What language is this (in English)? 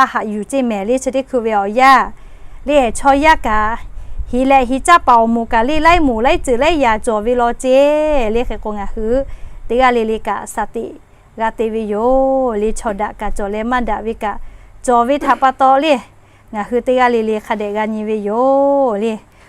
Lahu